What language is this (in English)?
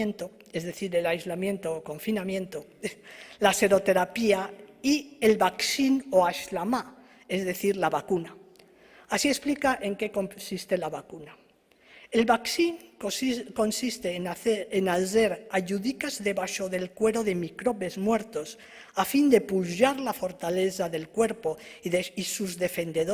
Ladino